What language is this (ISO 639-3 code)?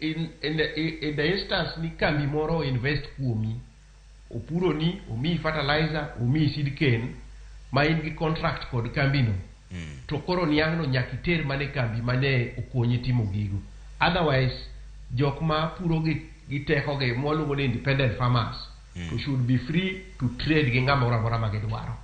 luo